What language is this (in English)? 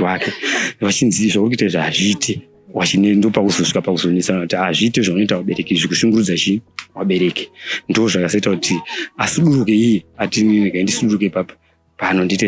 Shona